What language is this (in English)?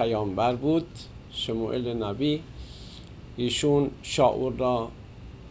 Persian